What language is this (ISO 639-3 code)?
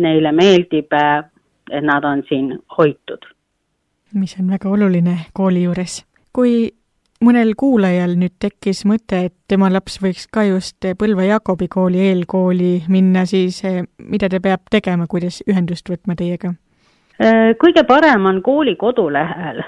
est